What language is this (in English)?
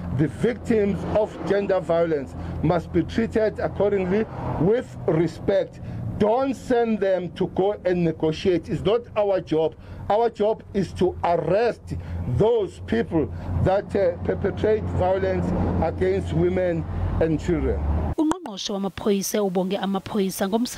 Zulu